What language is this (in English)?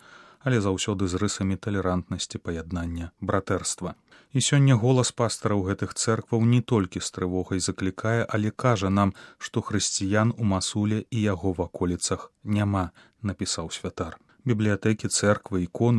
Belarusian